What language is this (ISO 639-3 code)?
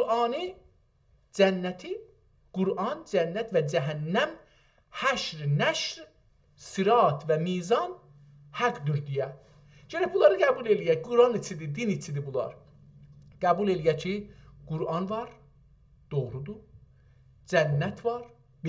azb